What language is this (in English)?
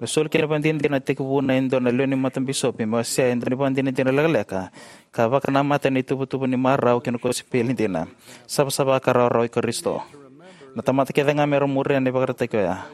Fijian